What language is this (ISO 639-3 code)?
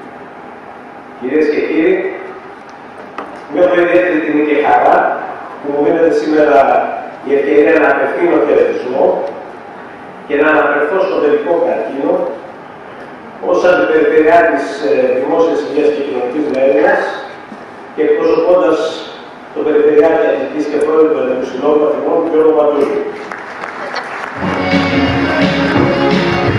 ell